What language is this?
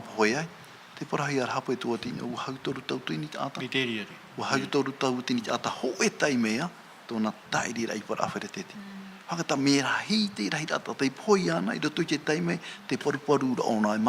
Tahitian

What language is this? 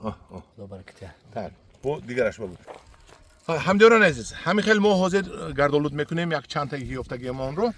Tajik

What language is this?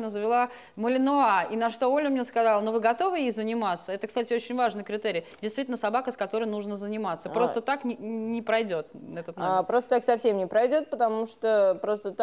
Russian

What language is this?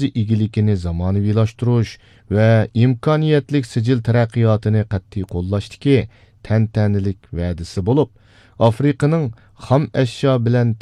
Uyghur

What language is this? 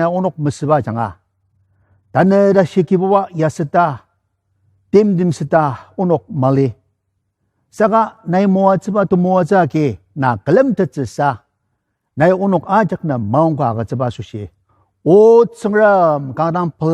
Ao Naga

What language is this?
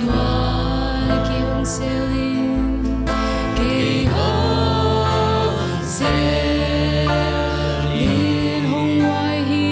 Tedim Chin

